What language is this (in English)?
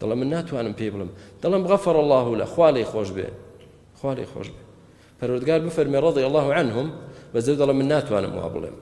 Central Kurdish